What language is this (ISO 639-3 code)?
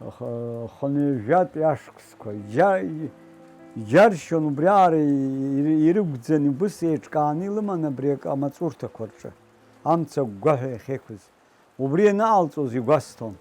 abk